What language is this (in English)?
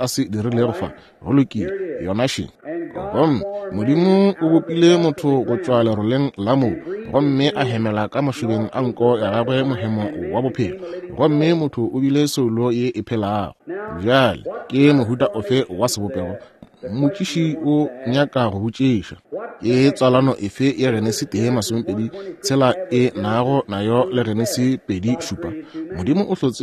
Northern Sotho